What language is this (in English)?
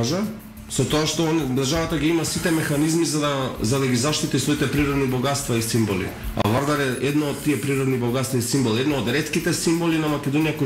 Macedonian